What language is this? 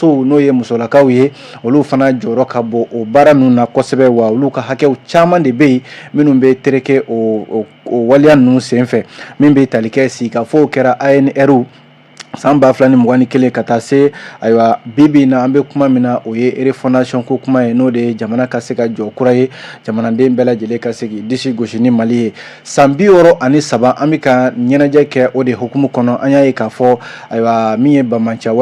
Bambara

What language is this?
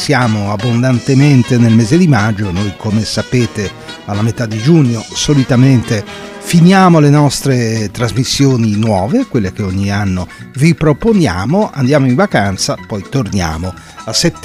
Italian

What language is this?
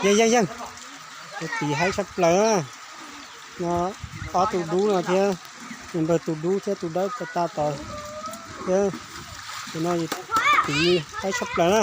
Hmong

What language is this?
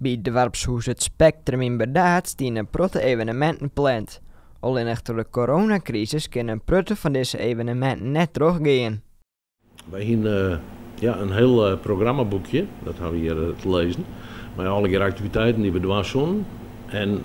Western Frisian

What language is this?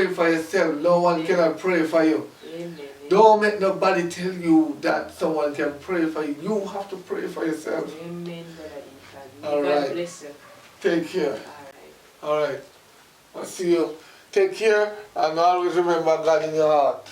Jamaican Creole English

